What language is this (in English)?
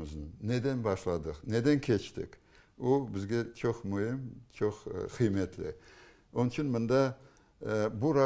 Crimean Tatar